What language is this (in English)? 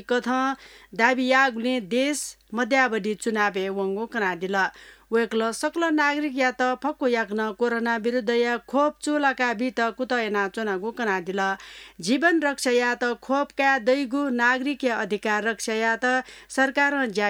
Newari